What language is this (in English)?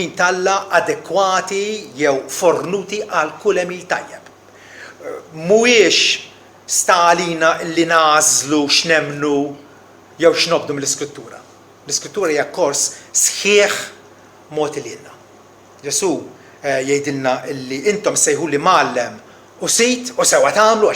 Maltese